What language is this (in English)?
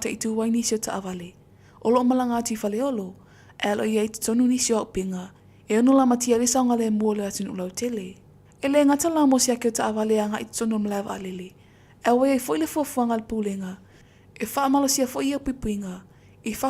Samoan